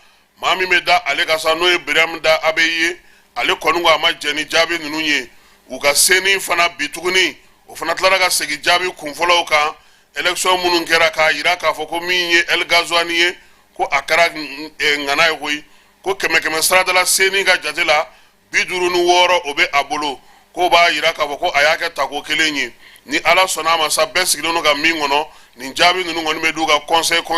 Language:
Bambara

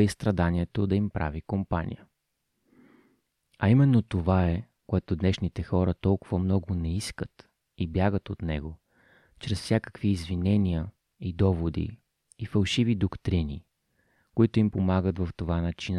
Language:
Bulgarian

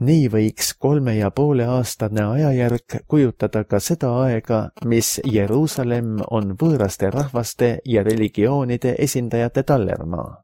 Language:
Estonian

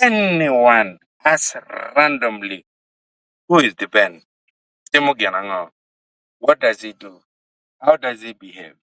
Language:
Acoli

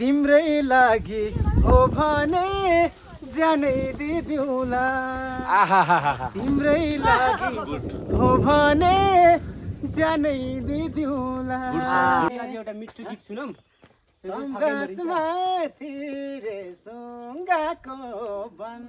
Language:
Nepali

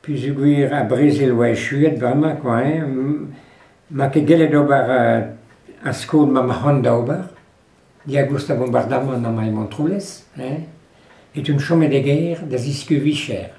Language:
Breton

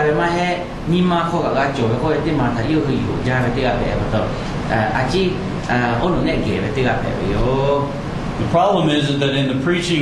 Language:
Lahu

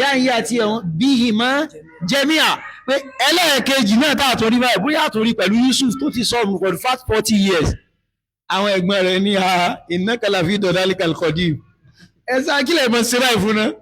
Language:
Yoruba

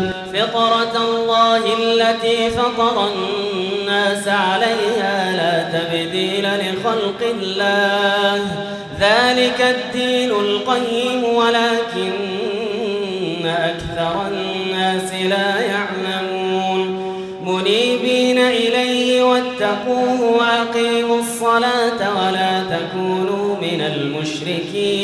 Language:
Arabic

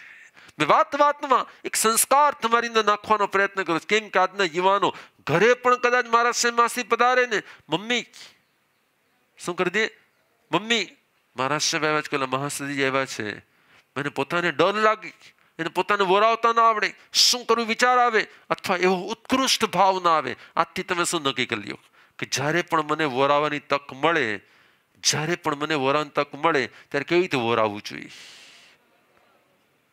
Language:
Gujarati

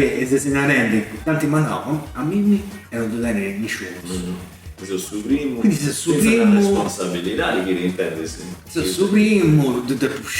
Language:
Sardinian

